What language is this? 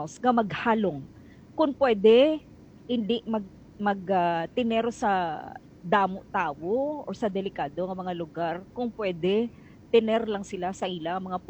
Hiligaynon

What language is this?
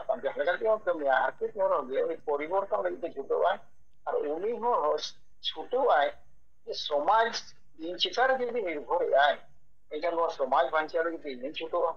Santali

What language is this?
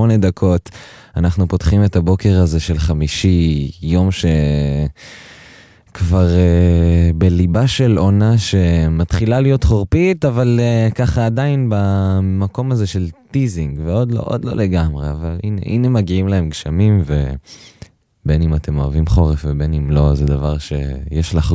Hebrew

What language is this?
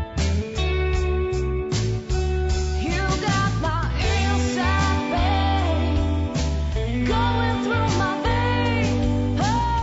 Serbian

